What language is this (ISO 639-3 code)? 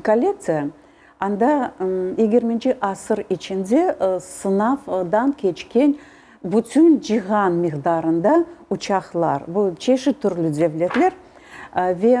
crh